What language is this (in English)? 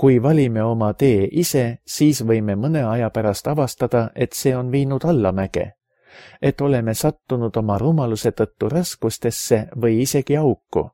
Estonian